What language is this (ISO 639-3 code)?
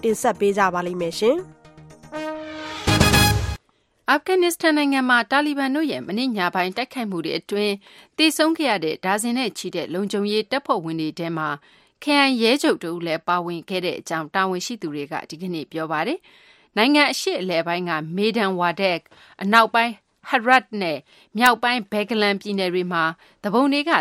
mya